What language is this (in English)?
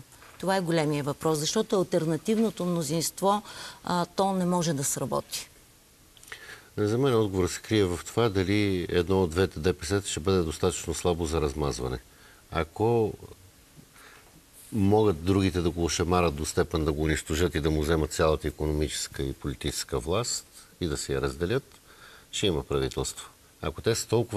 Bulgarian